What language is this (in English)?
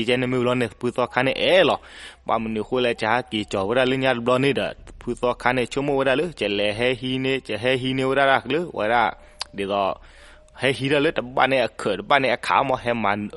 S'gaw Karen